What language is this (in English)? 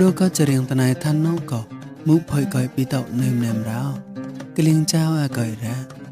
Mon